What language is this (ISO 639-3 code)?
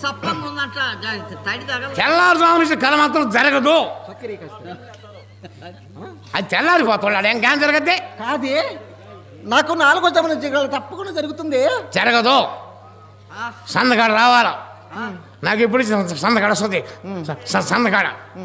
tel